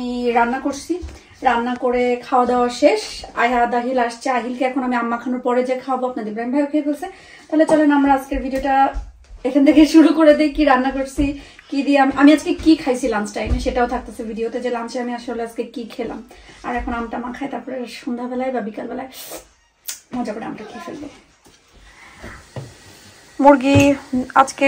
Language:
Bangla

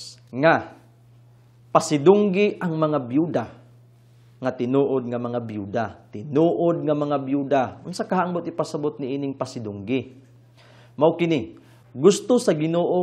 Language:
Cebuano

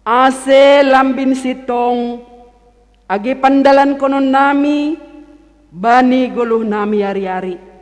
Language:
Batak Simalungun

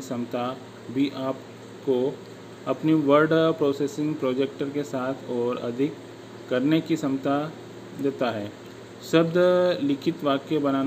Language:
Hindi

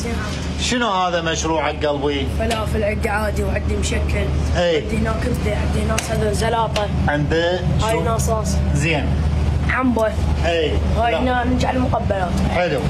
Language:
Mesopotamian Arabic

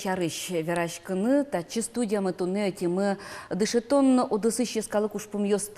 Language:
Udmurt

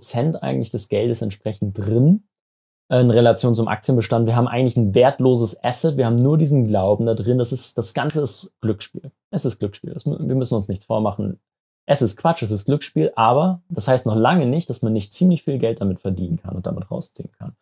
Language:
German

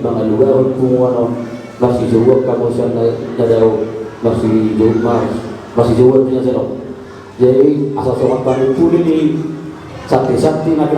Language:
Batak Toba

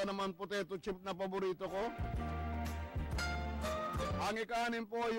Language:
Filipino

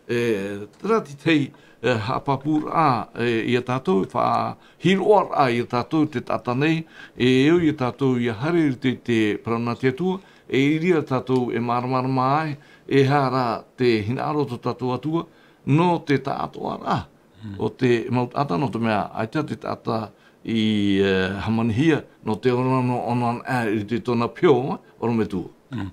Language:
Tahitian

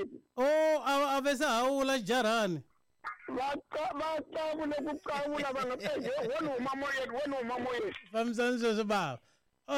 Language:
Tsonga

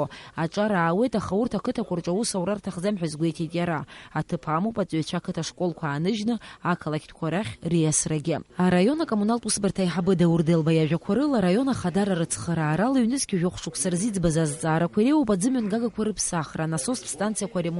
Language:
Abkhazian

